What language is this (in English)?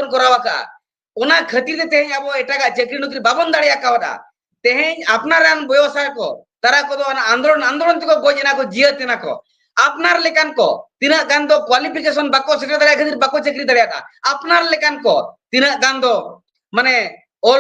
Santali